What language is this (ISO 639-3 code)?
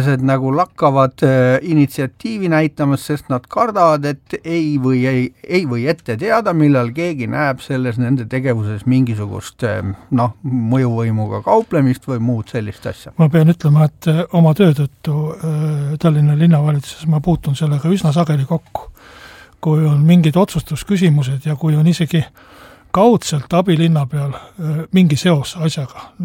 est